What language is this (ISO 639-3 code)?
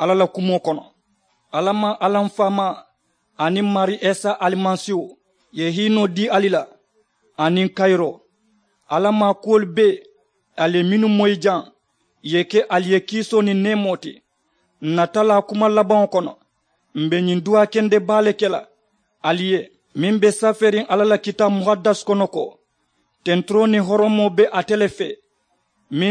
man